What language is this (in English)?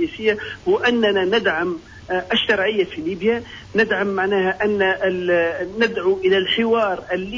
Tunisian Arabic